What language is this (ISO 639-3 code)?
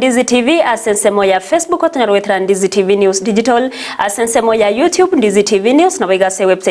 guz